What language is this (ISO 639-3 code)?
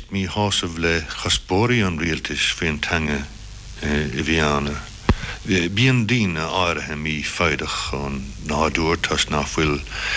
gle